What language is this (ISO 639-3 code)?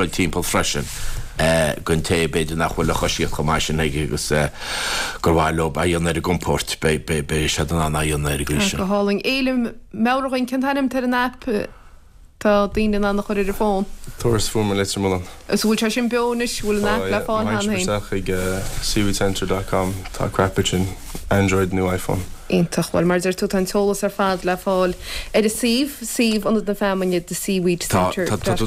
gle